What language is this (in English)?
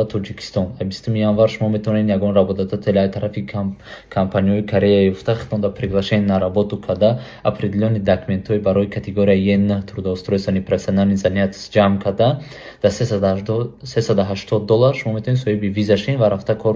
Tajik